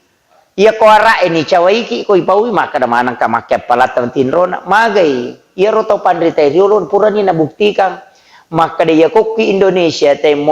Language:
Buginese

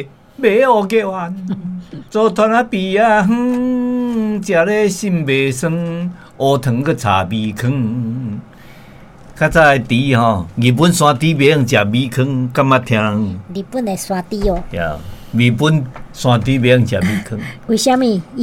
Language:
Min Nan Chinese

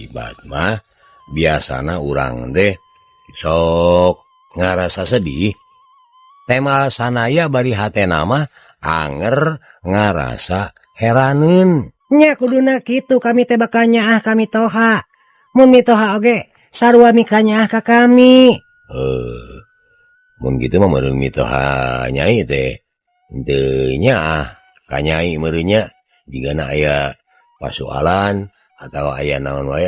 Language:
Sundanese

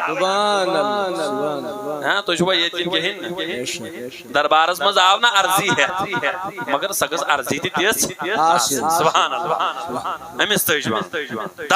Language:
Kashmiri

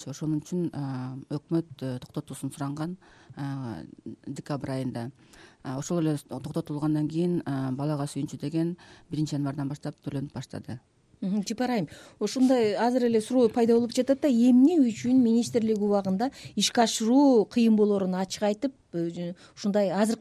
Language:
Kyrgyz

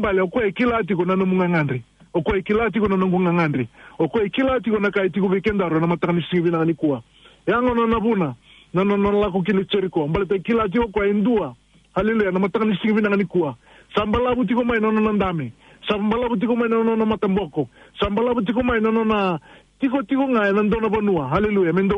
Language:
Fijian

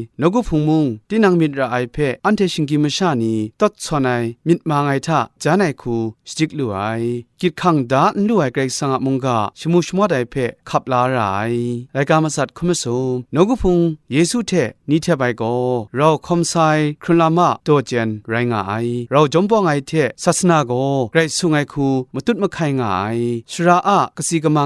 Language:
Kachin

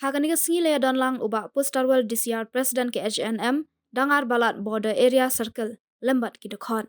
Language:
Khasi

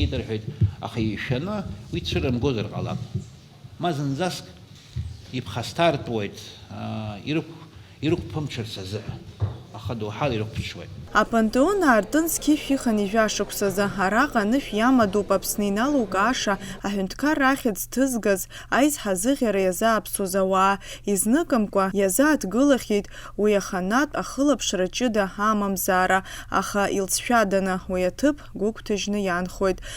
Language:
Abkhazian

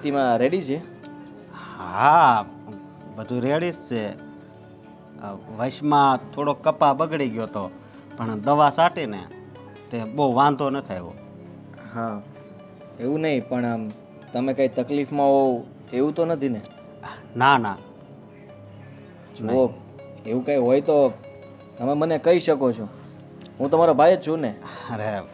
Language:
Gujarati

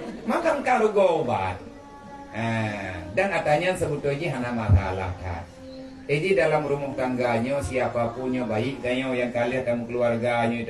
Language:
Achinese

